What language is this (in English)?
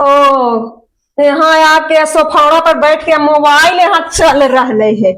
Magahi